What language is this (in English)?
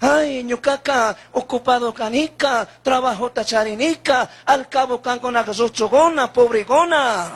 Chimborazo Highland Quichua